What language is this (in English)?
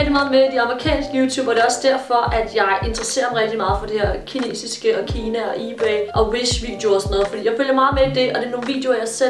Danish